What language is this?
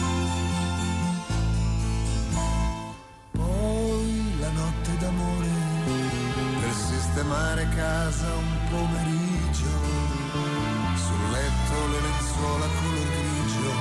Italian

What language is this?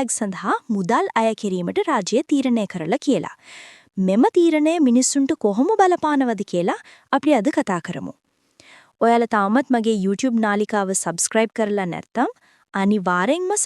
Sinhala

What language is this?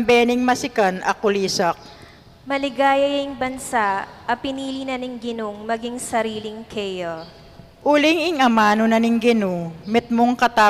Pampanga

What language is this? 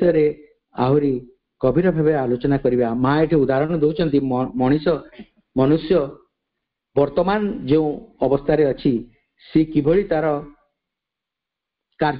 Odia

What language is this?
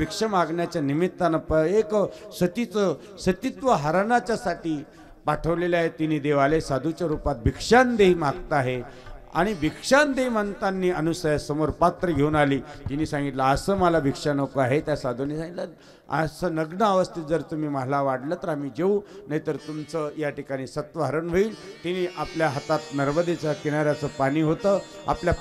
Marathi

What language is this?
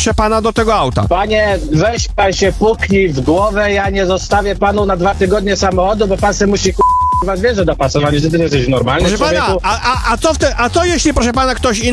Polish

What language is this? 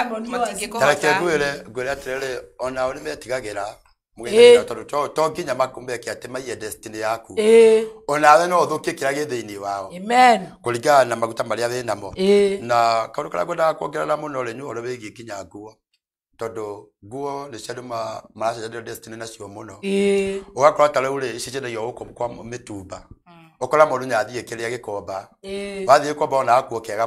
Kikuyu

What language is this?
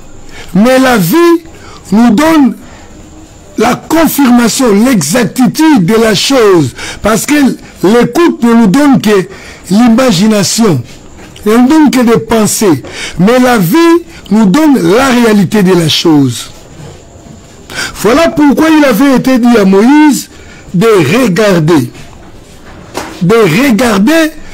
French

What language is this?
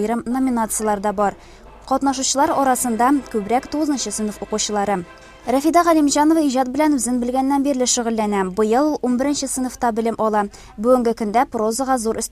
Tatar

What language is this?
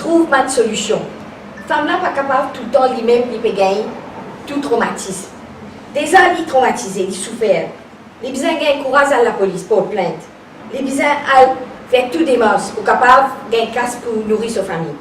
Morisyen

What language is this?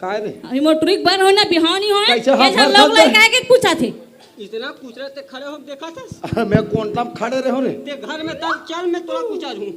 Chhattisgarhi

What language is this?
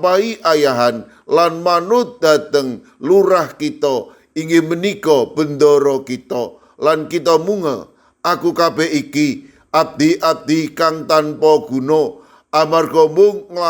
Javanese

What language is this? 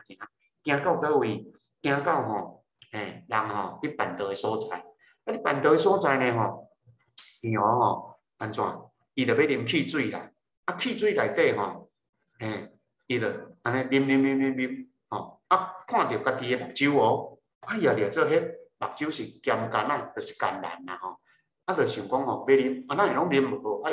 Min Nan Chinese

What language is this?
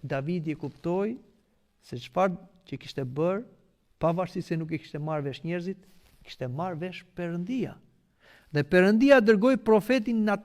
Albanian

